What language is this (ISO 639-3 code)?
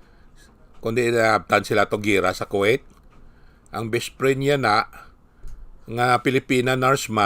hil